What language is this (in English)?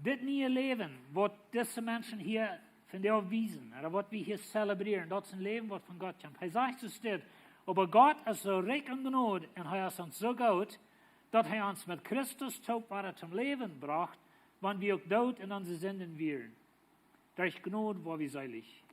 Plautdietsch